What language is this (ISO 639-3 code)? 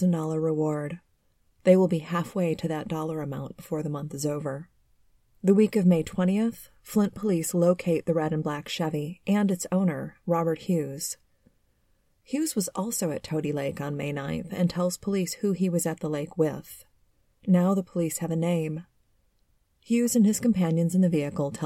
eng